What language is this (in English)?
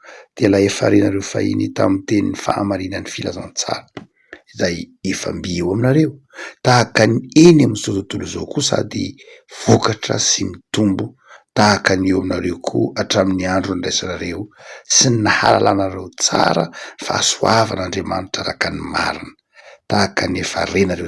Malagasy